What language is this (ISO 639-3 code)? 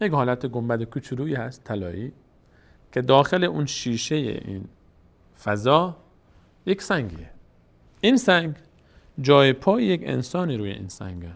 fas